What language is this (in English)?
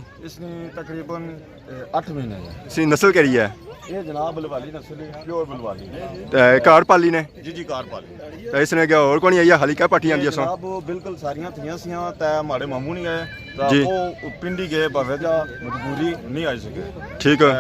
Pahari-Potwari